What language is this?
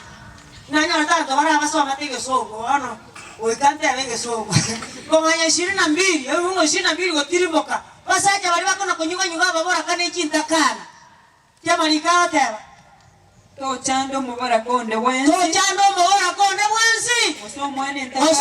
Gusii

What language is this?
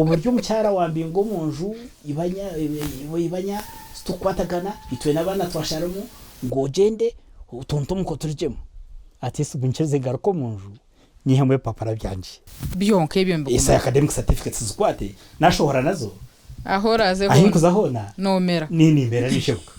Nyankole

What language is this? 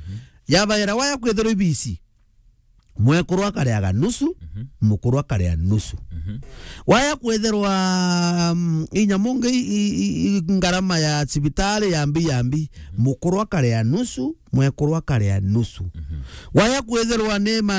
Meru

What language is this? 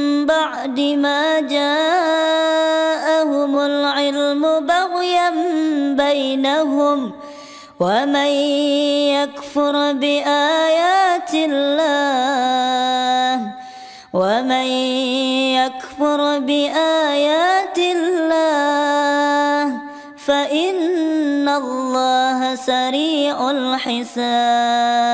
Arabic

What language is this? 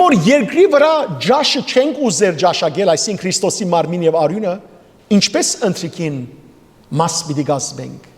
Western Armenian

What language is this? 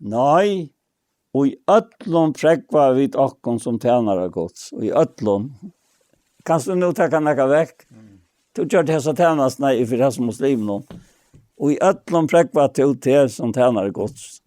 Faroese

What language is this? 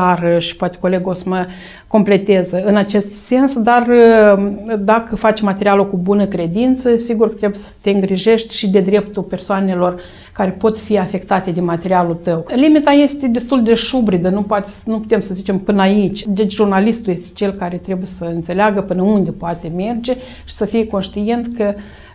Romanian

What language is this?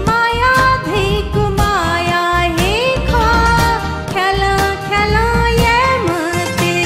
Newari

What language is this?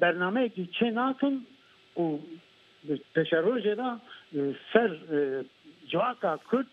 Kurdish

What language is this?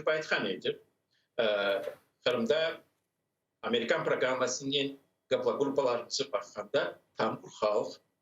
Crimean Tatar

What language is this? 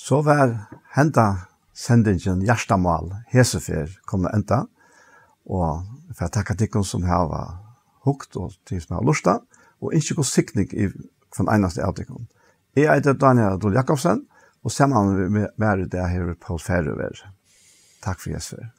Faroese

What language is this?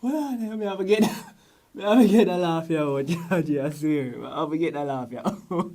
Jamaican Creole English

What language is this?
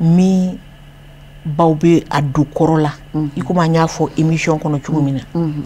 Bambara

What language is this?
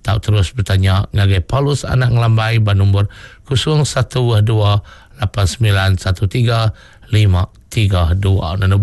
Iban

